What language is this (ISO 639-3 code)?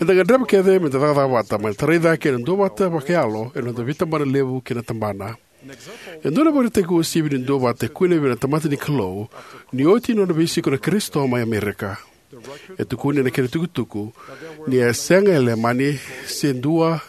fij